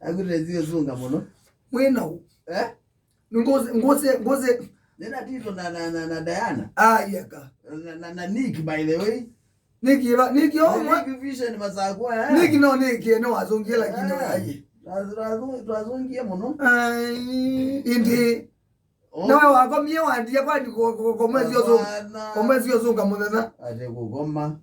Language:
Kamba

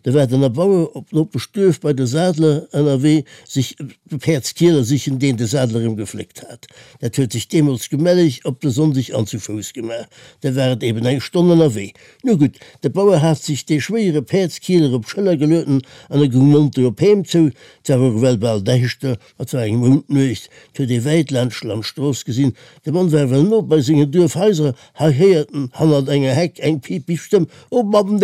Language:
Luxembourgish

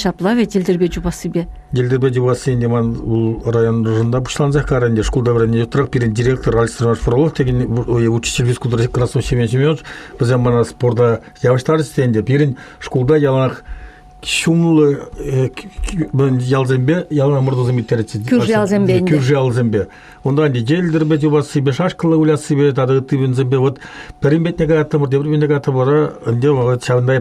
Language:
Chuvash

